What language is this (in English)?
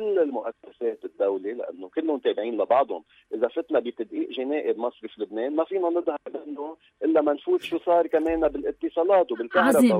North Levantine Arabic